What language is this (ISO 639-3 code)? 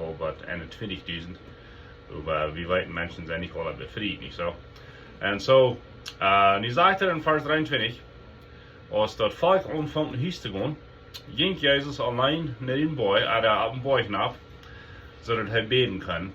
pdt